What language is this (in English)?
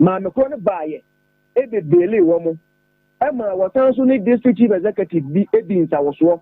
Akan